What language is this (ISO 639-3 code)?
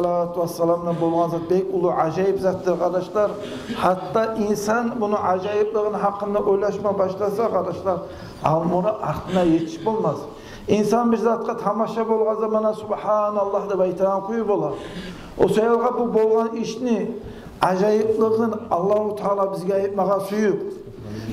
kum